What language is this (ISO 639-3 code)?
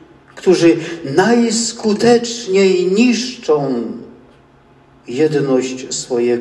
pol